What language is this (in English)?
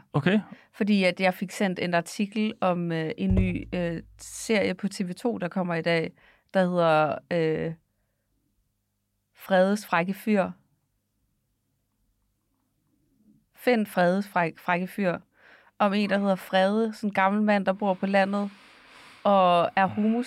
Danish